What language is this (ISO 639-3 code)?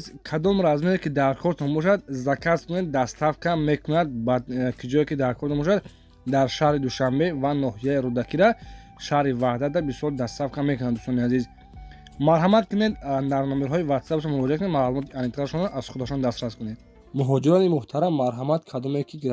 tgk